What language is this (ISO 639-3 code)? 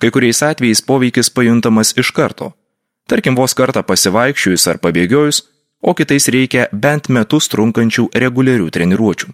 lit